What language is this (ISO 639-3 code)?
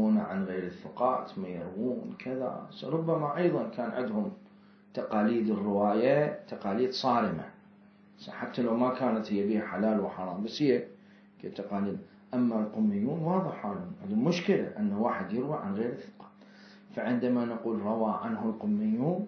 acm